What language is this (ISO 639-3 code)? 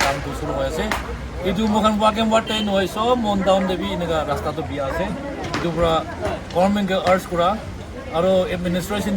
nag